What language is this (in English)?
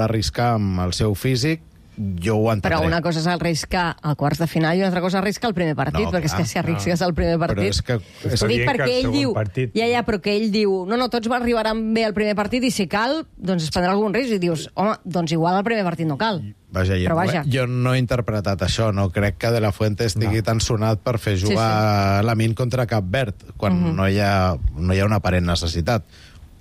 Catalan